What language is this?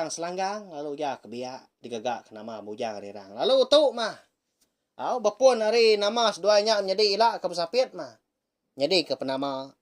Iban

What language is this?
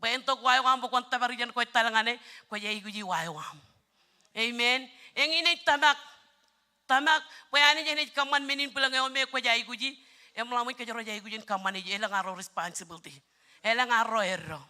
Marshallese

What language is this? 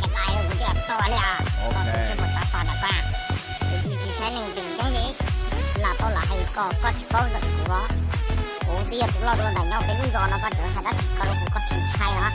Hmong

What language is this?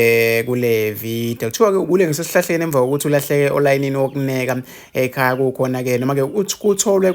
Zulu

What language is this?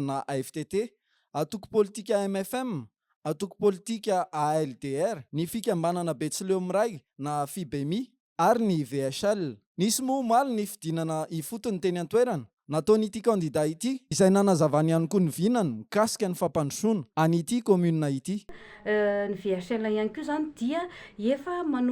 Malagasy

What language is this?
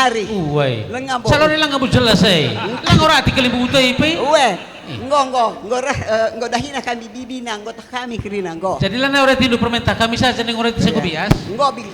Batak Karo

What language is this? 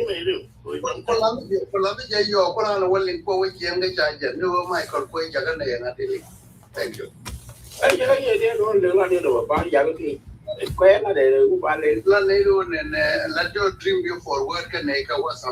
Nuer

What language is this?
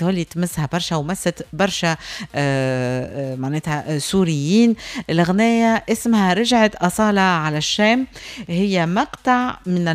Tunisian Arabic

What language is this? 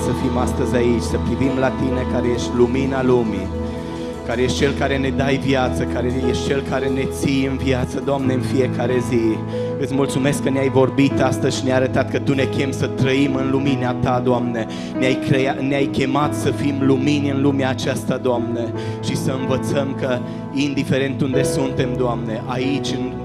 Romanian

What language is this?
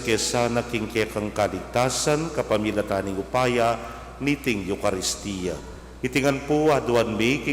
Pampanga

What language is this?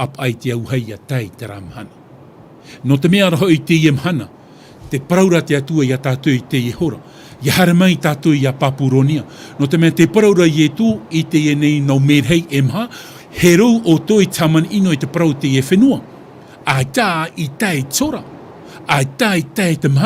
Tahitian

